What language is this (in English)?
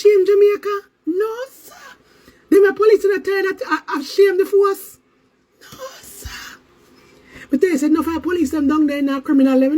Jamaican Creole English